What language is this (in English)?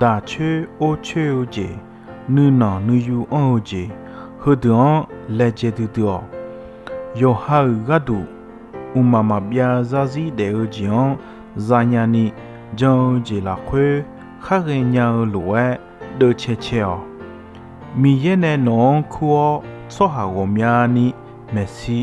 Akha